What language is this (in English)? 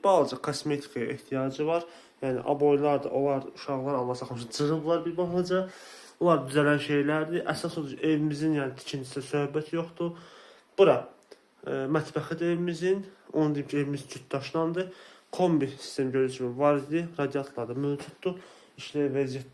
Azerbaijani